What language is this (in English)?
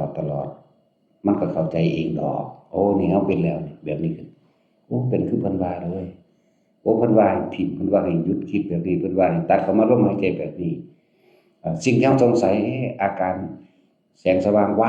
Northeastern Thai